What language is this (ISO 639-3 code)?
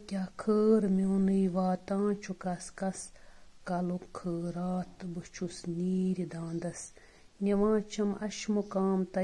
kas